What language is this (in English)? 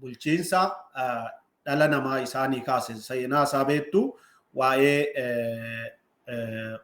Oromo